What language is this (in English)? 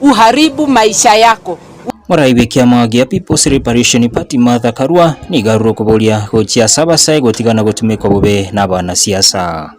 Gusii